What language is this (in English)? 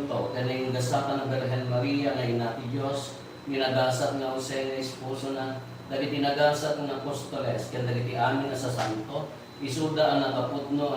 Iloko